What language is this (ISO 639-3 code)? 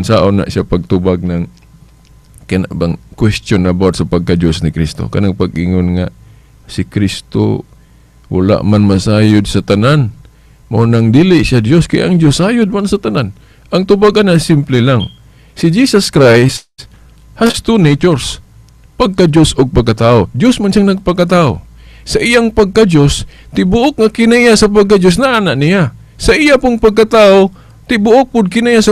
ceb